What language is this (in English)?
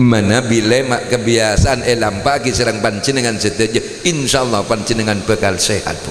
Madurese